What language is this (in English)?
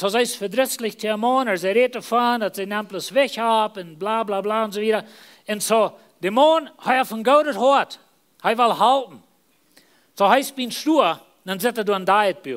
Plautdietsch